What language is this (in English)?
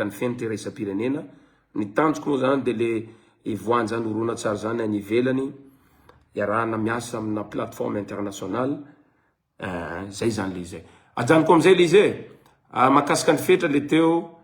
Malagasy